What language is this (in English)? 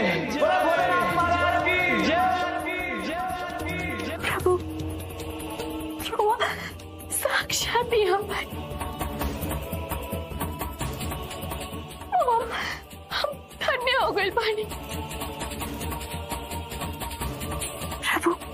Bhojpuri